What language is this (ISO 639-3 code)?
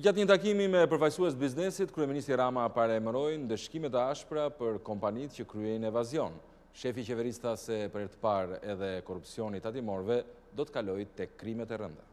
sqi